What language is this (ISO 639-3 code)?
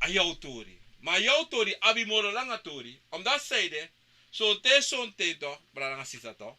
srn